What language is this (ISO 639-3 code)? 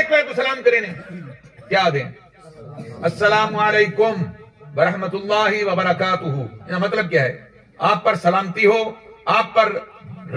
skr